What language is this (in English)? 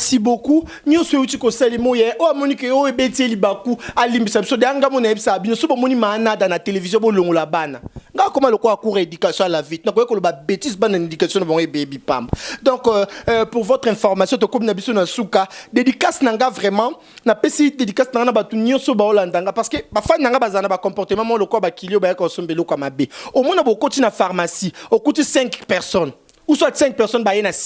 Lingala